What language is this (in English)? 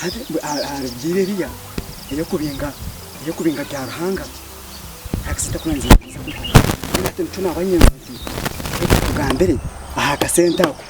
Nyankole